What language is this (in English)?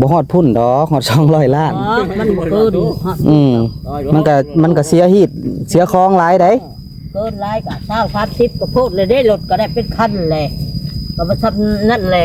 Lao